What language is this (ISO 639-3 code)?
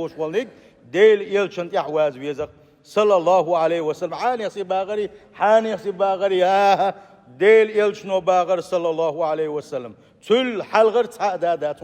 che